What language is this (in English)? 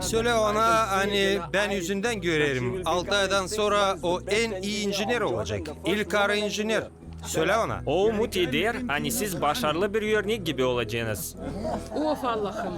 Gagauz